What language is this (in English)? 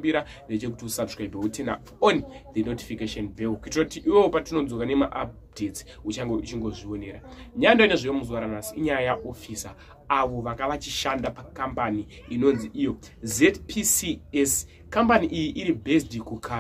Shona